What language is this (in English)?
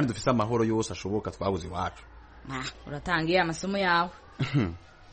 Kinyarwanda